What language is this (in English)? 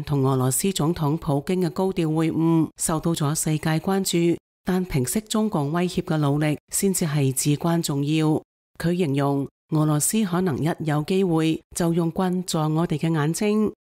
Cantonese